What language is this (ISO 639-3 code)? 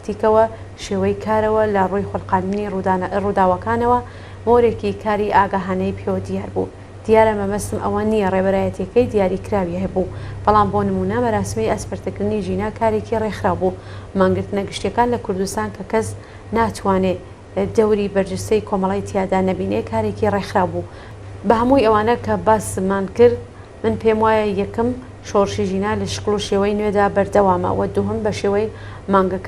ckb